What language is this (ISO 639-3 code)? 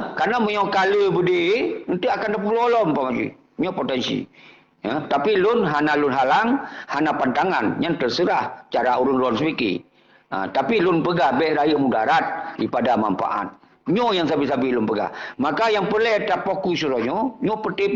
ace